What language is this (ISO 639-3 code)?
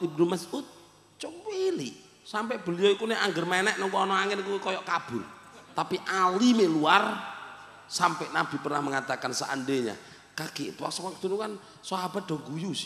jav